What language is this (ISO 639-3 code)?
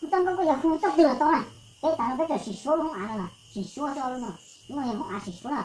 hmn